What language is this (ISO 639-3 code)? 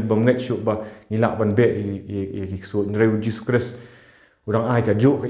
kha